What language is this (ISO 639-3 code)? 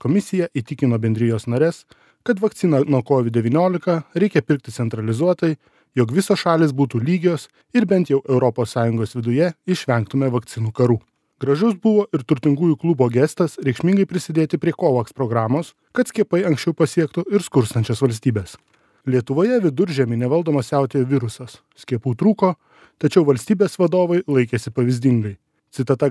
lit